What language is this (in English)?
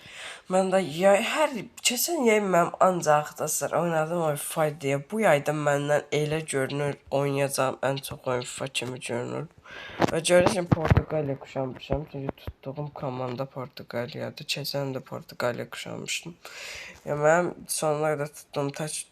Azerbaijani